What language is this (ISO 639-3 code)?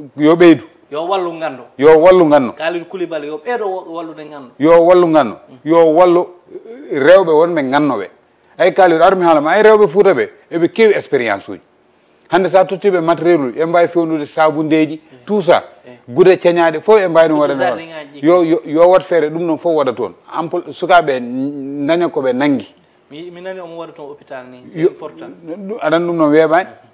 ful